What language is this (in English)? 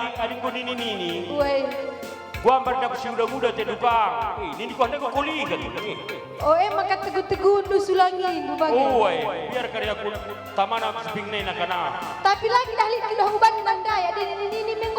Batak Karo